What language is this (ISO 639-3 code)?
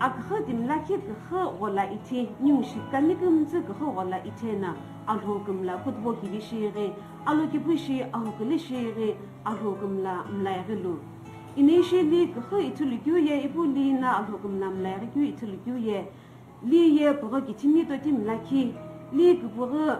nsm